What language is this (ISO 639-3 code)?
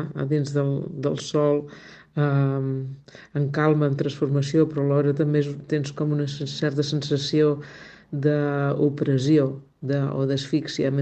cat